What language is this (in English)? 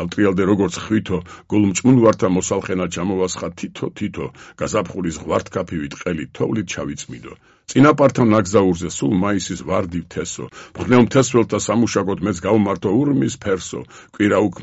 Georgian